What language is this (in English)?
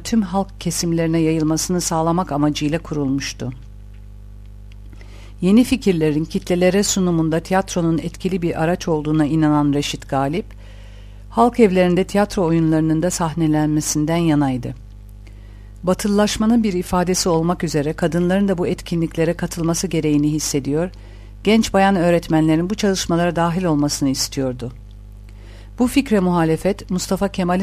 Turkish